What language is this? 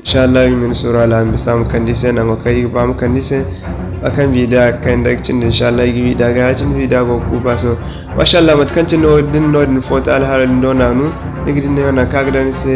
Zarma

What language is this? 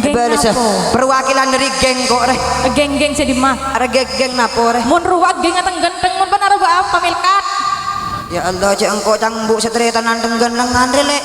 Madurese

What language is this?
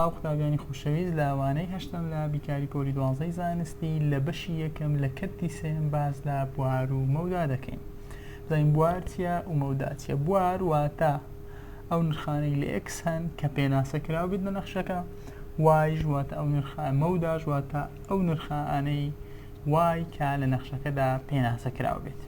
Central Kurdish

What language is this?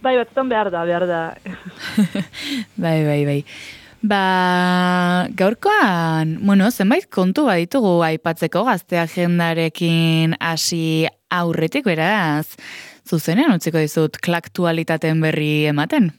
Basque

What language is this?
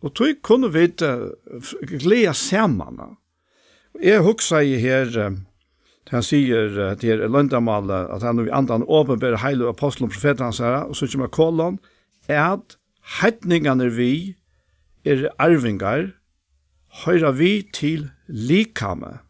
Faroese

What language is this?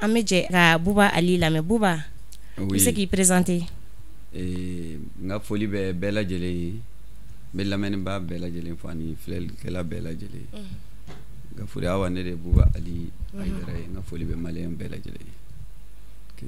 Bambara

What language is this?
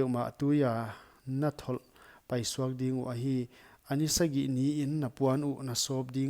Paite Chin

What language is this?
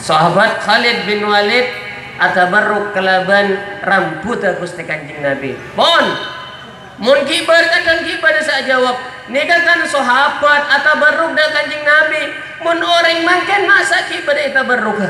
Madurese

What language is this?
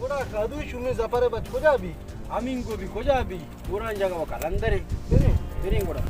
Baluchi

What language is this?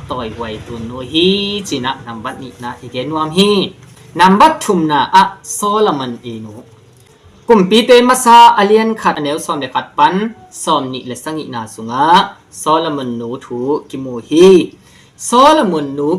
Tedim Chin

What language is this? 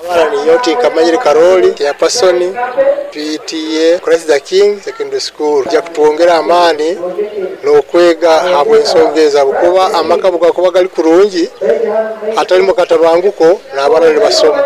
Nyoro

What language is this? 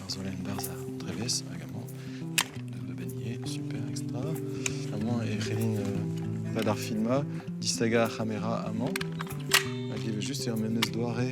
Breton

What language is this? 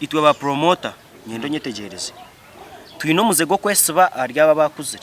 Nyankole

